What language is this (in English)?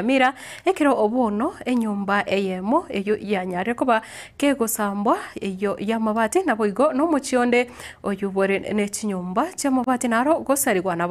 Gusii